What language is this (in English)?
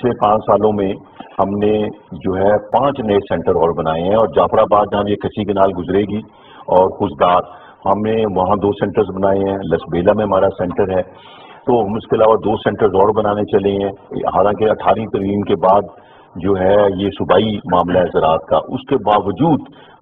Urdu